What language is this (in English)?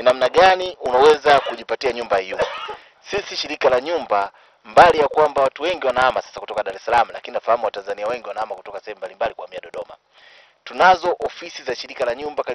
Swahili